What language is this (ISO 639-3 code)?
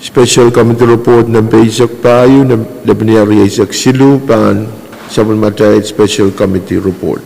pon